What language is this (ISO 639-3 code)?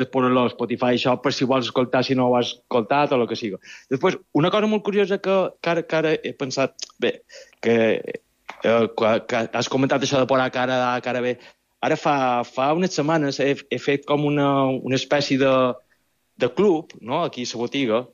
cat